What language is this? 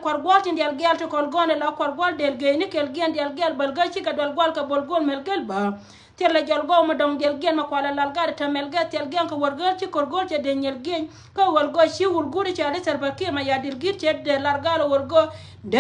Nuer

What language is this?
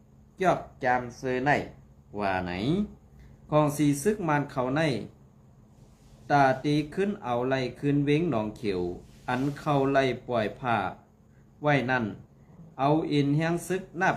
Shan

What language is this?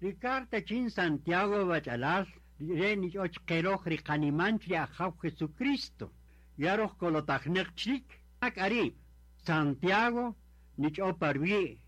Kaqchikel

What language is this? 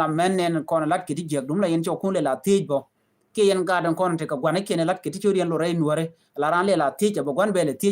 Nuer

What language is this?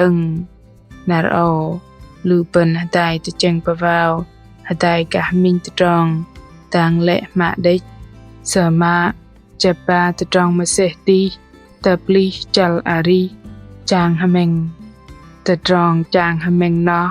Bahnar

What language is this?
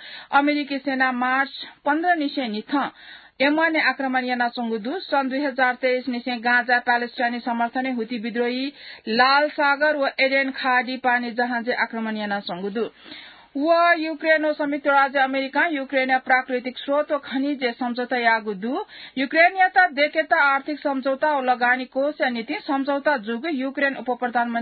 Newari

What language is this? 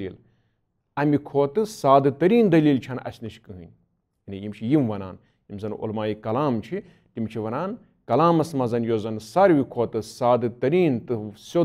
Kashmiri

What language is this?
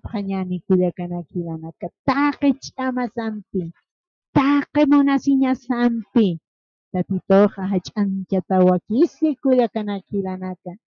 Aymara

